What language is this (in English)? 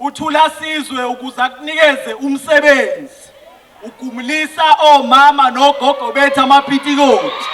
Zulu